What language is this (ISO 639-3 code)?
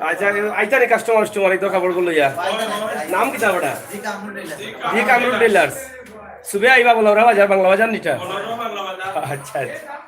syl